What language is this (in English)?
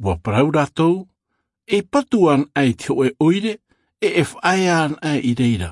Tahitian